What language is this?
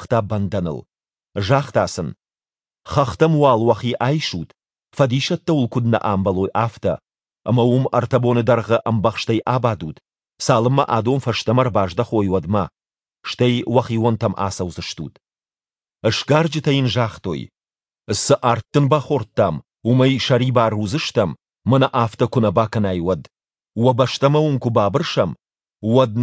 Ossetic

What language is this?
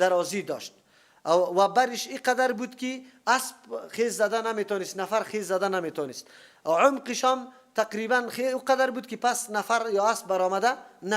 Persian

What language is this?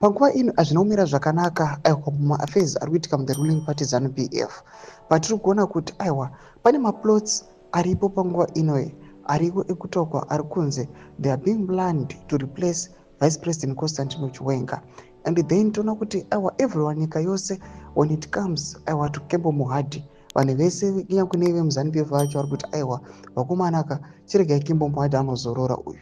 Shona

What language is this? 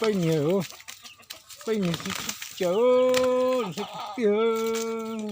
Hmong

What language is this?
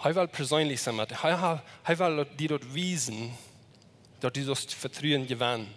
Plautdietsch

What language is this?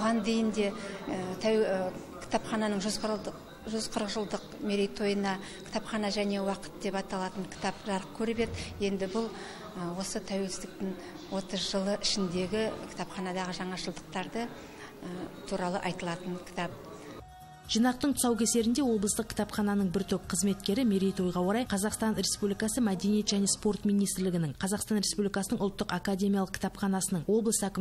Kazakh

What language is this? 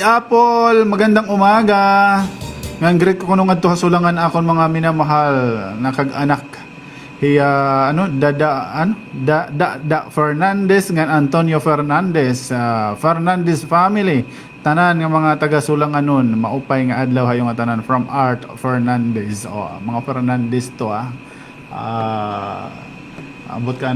Waray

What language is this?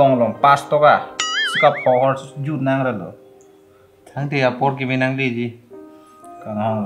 Karbi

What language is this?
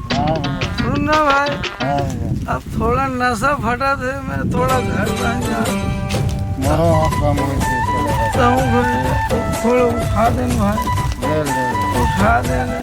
Chhattisgarhi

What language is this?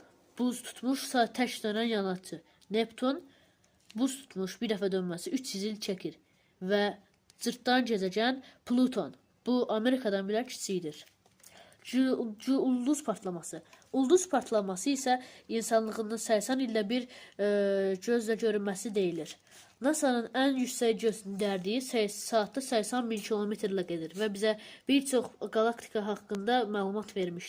Azerbaijani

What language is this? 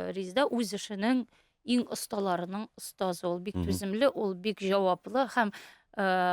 Tatar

